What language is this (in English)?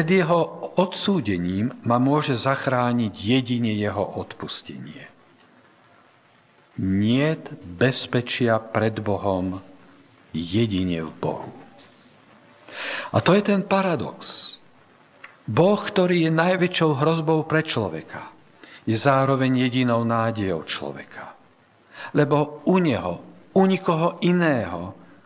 Slovak